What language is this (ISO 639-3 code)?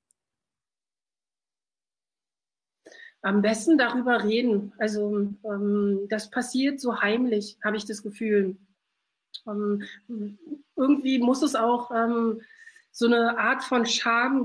deu